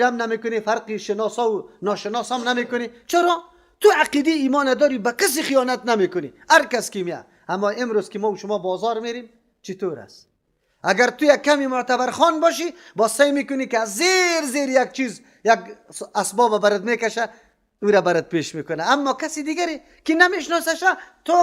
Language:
Persian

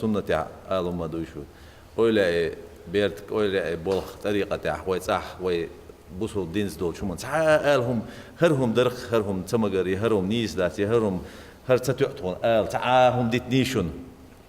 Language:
Chechen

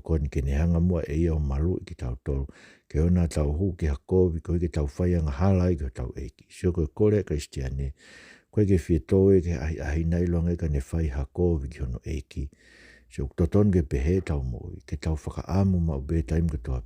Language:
Tongan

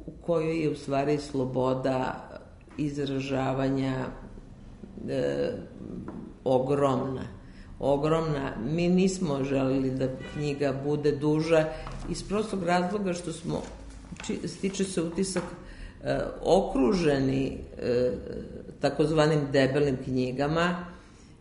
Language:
Serbian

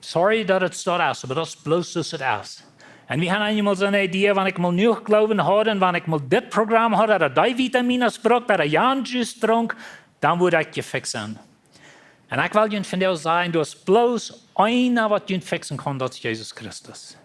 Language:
Plautdietsch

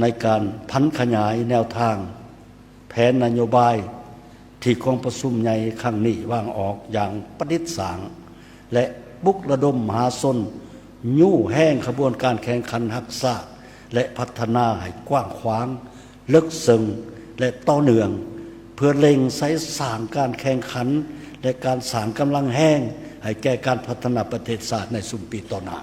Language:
Lao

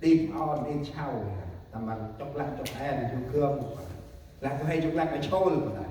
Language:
Central Mnong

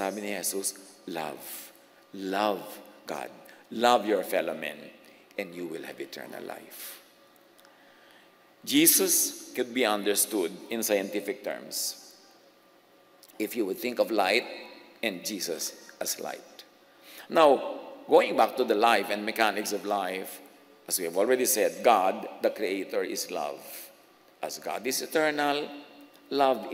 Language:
Filipino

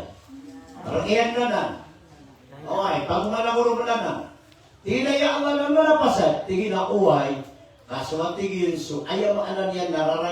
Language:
Maranao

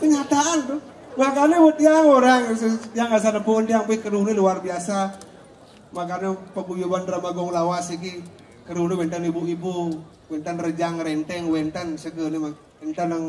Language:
Balinese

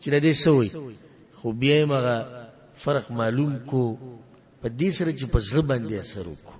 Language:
Pashto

